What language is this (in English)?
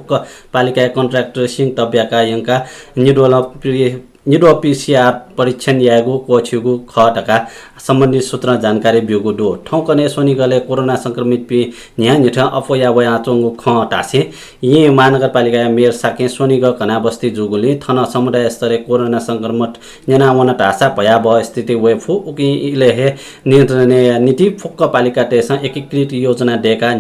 Newari